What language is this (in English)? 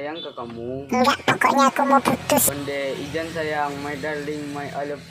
Minangkabau